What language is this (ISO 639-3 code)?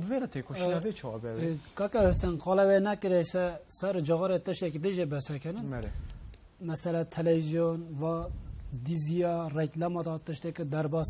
kur